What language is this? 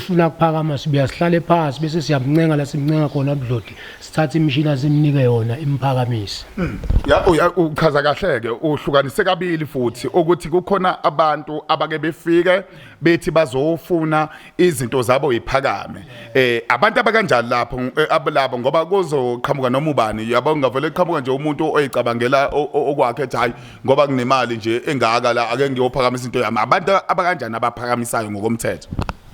Zulu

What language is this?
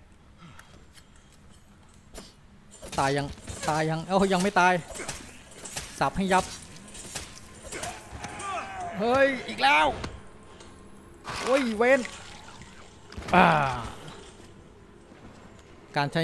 Thai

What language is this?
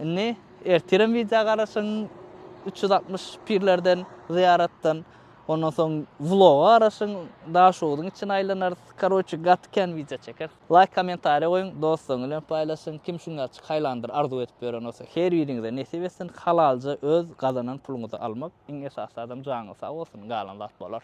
Turkmen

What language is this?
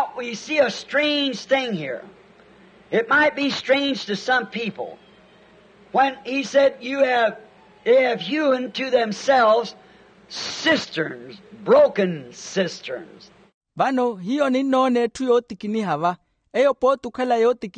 Makhuwa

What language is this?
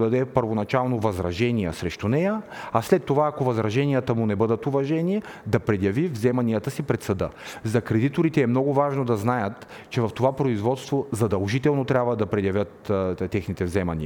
Bulgarian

